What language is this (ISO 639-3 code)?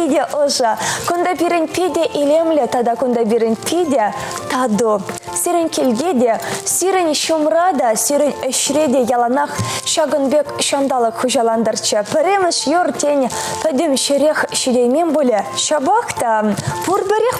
chv